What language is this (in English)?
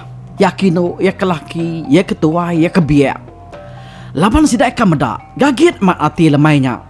Iban